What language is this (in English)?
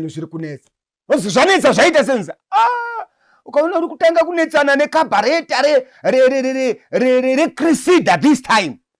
Shona